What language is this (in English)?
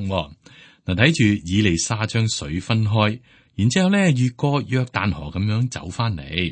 Cantonese